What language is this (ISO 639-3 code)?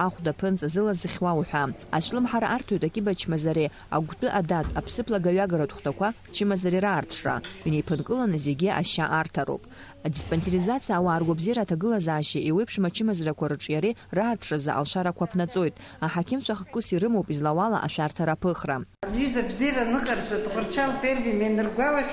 abk